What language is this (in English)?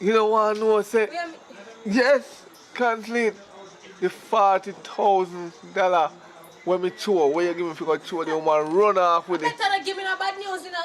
Jamaican Creole English